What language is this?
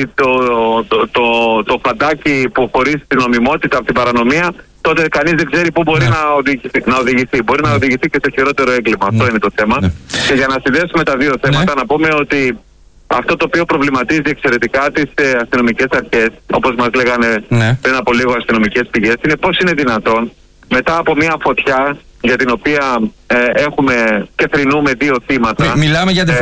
Greek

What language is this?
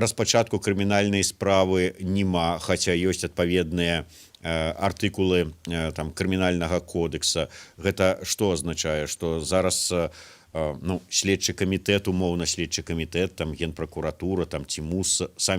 Belarusian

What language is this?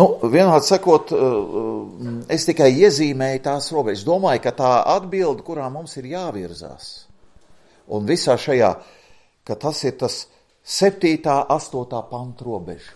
Latvian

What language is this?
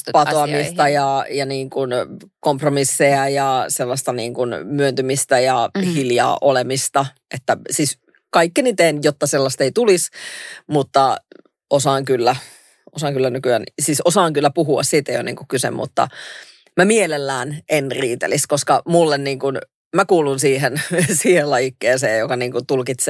Finnish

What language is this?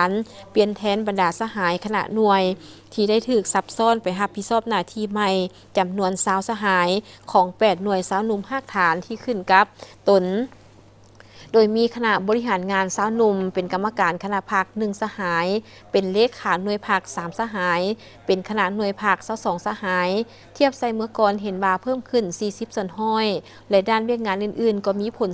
Lao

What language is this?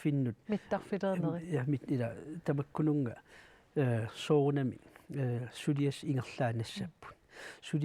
Kalaallisut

